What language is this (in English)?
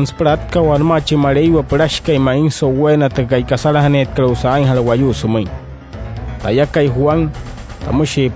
Wayuu